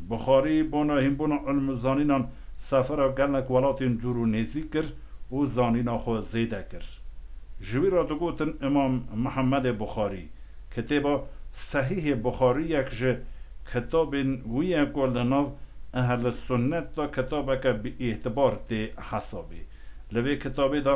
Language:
Kurdish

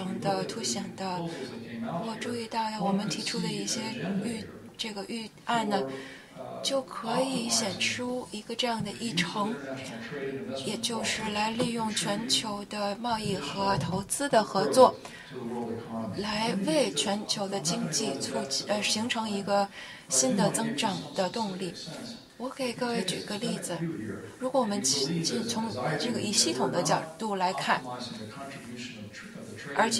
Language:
Chinese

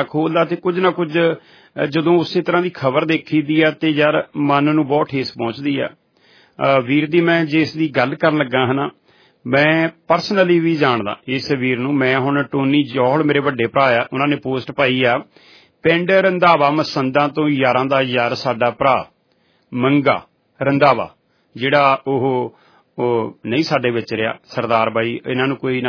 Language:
Punjabi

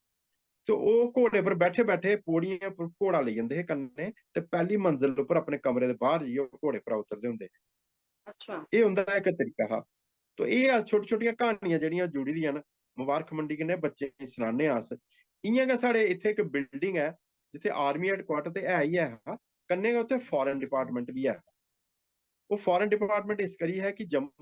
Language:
Dogri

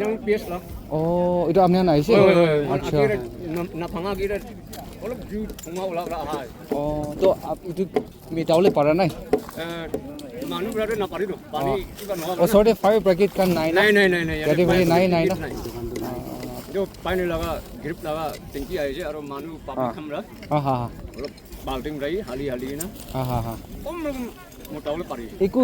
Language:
Naga Pidgin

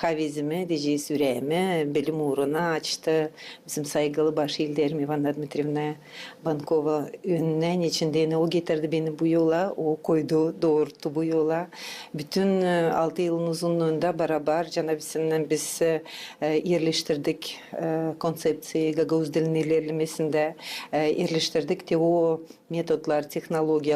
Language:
Gagauz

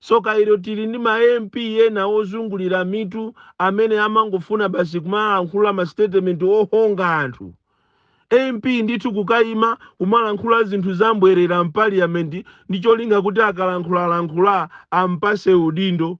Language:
Nyanja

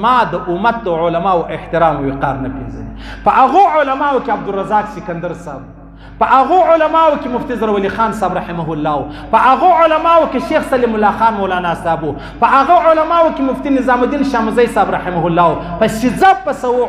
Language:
Pashto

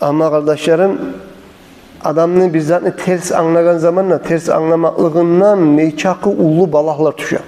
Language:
Kumyk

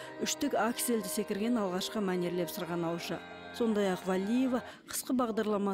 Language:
Kazakh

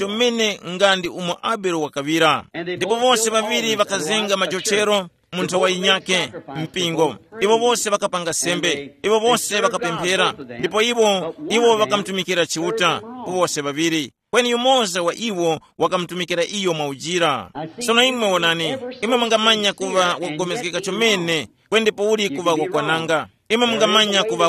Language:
Tumbuka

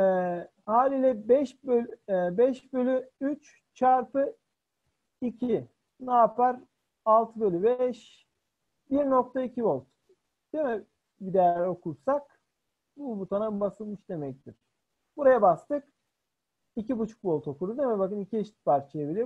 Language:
Turkish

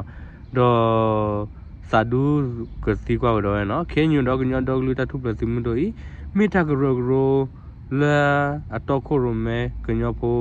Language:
S'gaw Karen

